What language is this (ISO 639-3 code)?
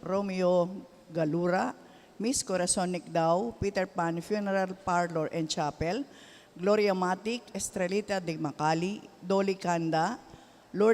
pam